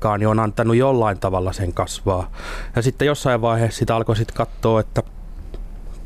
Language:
Finnish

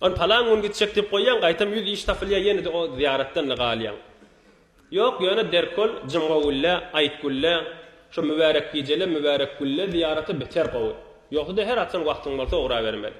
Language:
Turkmen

